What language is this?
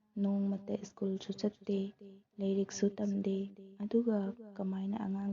Manipuri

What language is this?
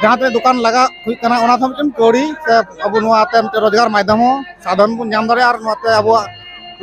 Santali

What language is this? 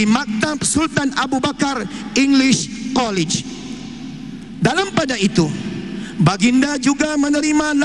Malay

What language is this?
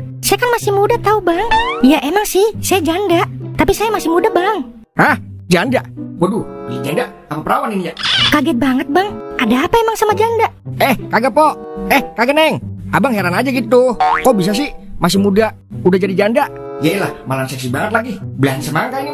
Betawi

